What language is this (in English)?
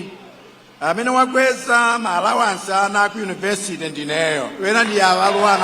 Nyanja